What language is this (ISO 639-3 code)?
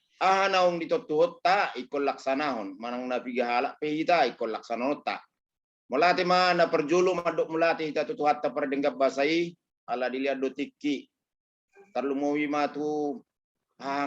bbc